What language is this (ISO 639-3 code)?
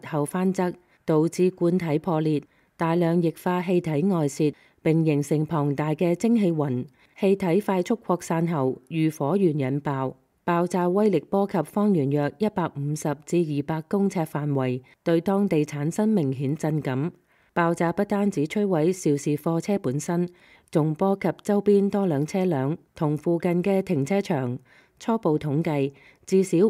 yue